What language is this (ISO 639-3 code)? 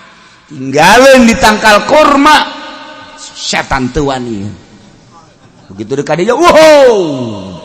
sun